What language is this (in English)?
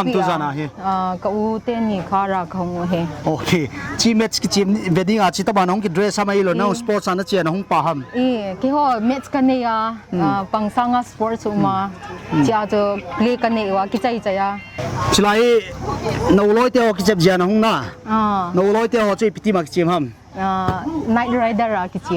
Paite Chin